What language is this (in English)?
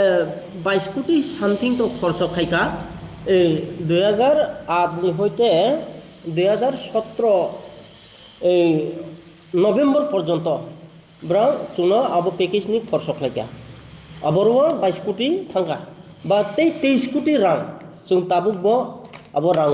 Riang (India)